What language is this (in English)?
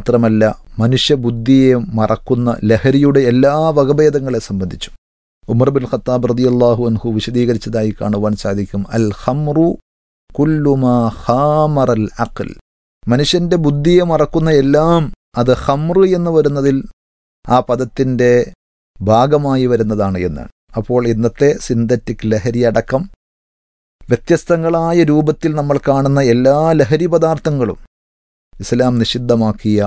Malayalam